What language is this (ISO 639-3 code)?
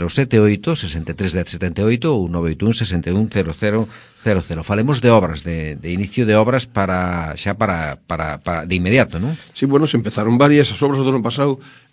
glg